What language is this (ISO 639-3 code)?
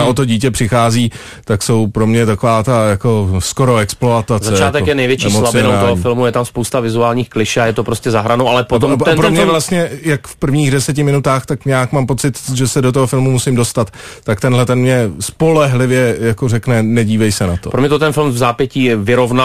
ces